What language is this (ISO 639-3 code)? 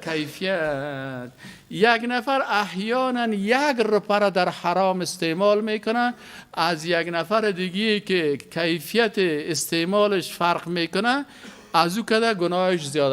fas